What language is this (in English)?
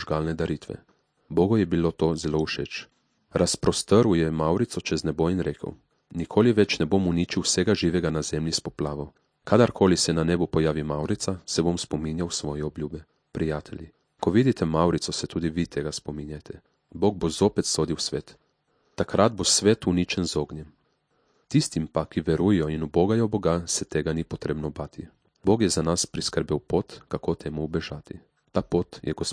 Slovenian